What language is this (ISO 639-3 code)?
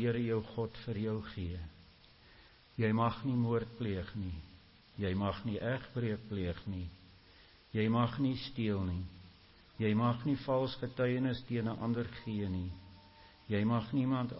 afr